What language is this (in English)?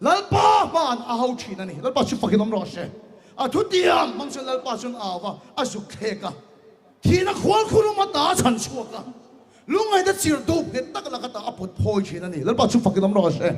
Mizo